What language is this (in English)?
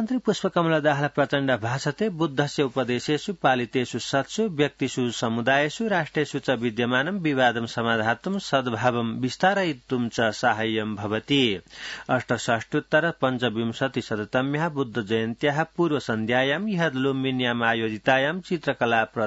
Sanskrit